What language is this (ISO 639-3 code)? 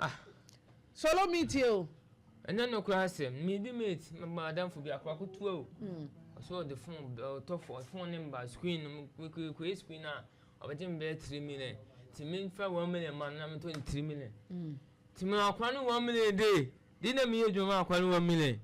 aka